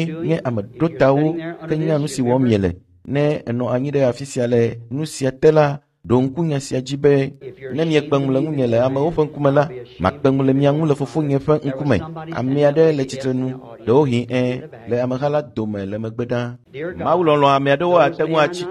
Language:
Ewe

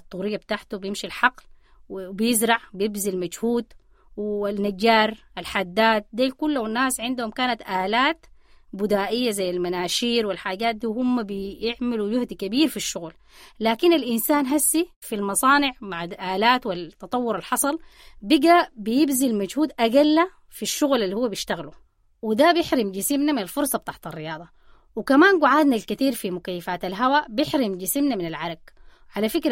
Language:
Sudanese Arabic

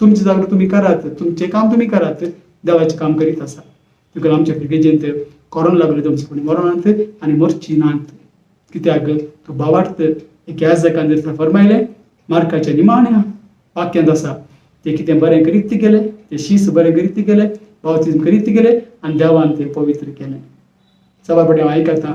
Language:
Konkani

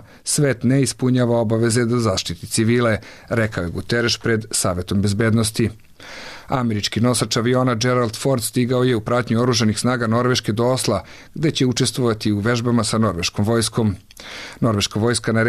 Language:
Serbian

